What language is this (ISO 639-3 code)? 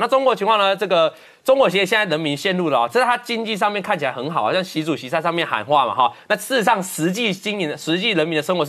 zho